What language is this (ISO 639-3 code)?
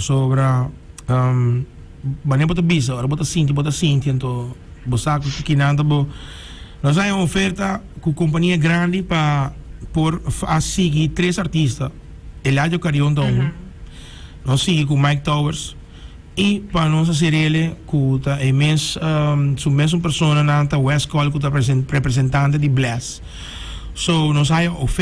pap